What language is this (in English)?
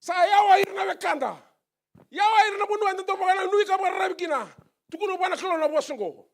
Fijian